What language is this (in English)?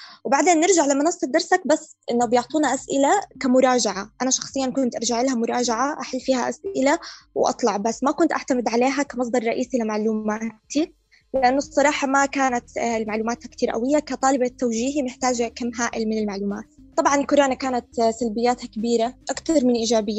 North Levantine Arabic